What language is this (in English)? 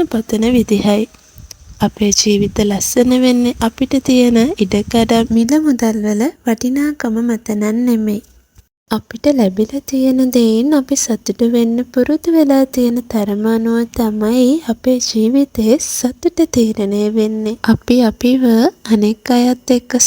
Sinhala